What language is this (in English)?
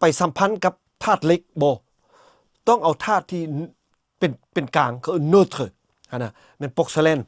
Lao